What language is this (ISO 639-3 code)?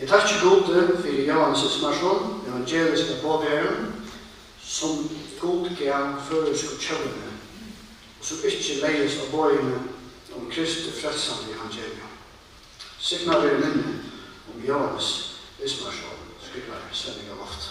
fao